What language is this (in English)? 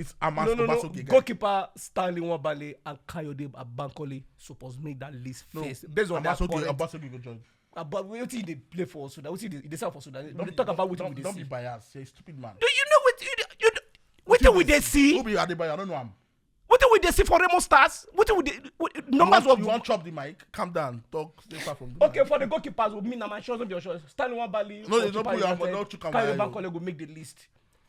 Nigerian Pidgin